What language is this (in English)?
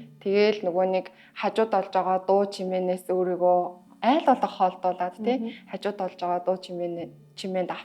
Mongolian